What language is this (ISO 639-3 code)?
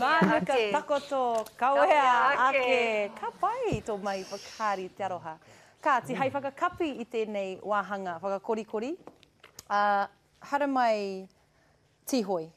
mri